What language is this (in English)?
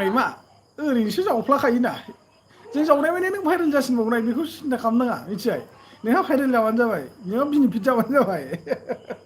Bodo